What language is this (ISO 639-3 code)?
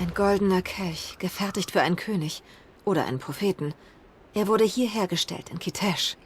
gsw